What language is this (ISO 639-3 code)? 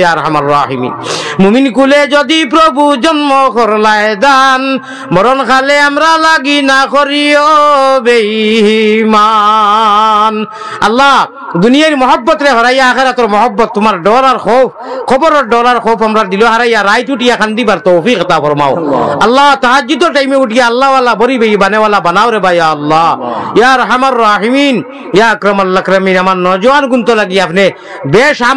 syl